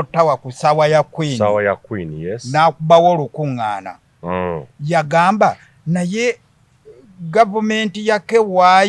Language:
Ganda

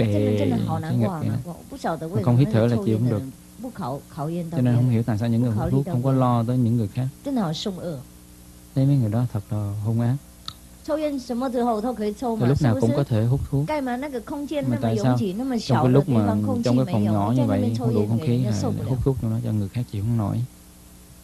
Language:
Vietnamese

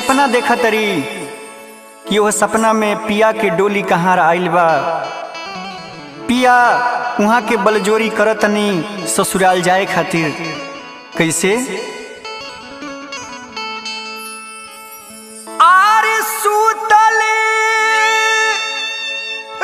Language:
Bhojpuri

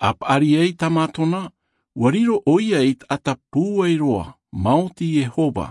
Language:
Tahitian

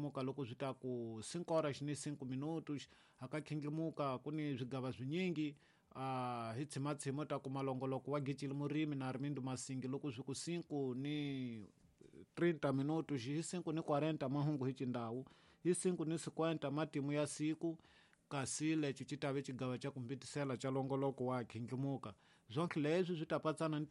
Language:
Tsonga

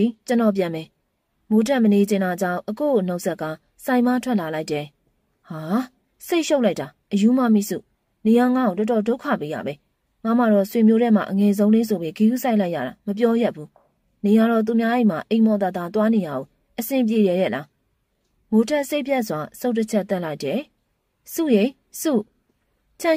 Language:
Burmese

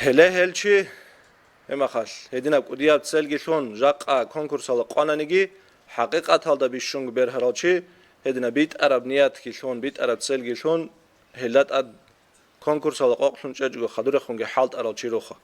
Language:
Avaric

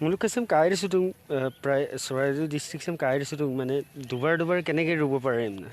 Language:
Assamese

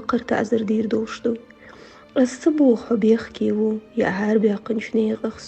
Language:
Chechen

